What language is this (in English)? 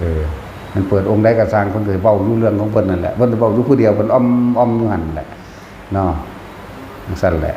Northeastern Thai